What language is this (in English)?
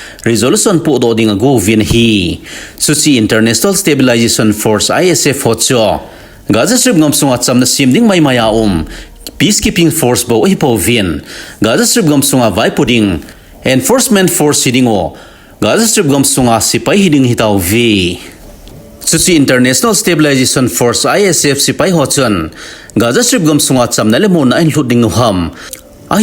Thado Chin